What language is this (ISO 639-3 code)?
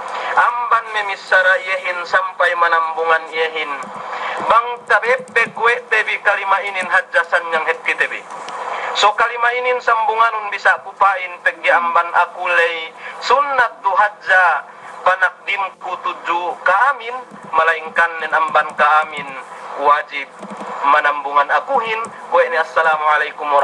yka